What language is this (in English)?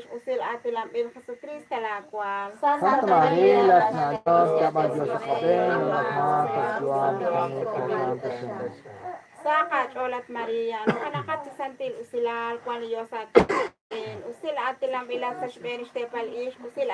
Kekchí